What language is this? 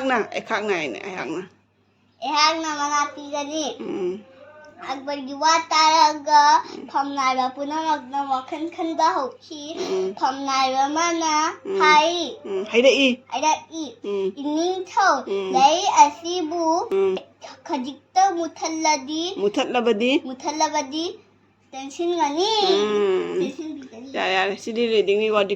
Manipuri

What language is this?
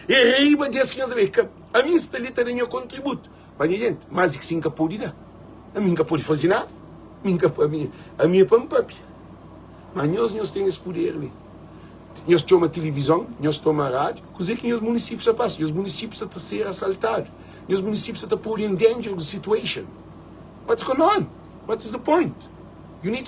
Kabuverdianu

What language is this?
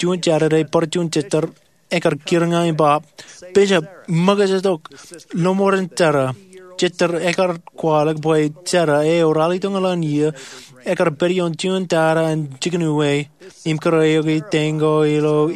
Marshallese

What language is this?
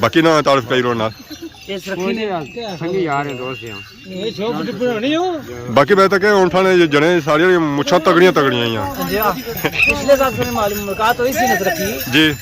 Pahari-Potwari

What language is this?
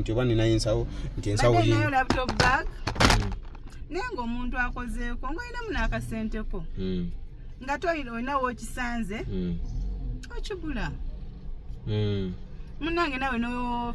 Ganda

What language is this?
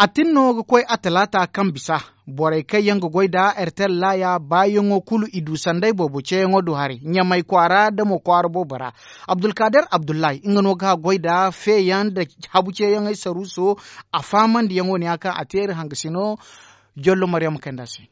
Zarma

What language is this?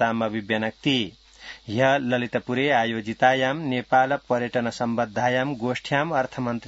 Sanskrit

